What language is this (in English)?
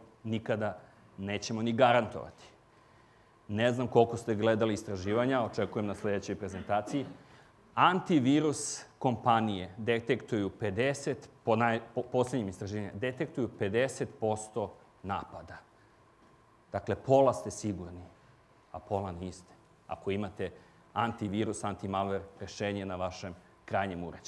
Serbian